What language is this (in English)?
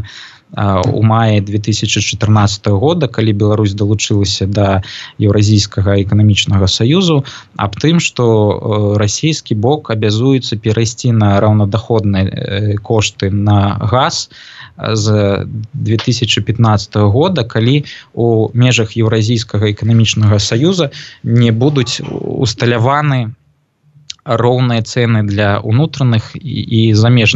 Belarusian